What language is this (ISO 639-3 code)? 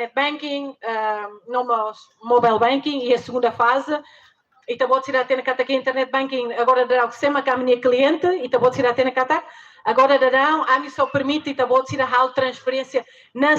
tet